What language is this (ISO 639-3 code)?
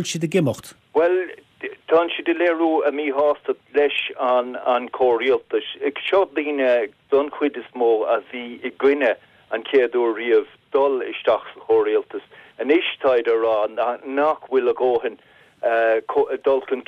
gle